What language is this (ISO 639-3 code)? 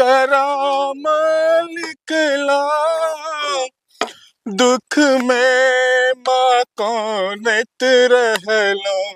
mai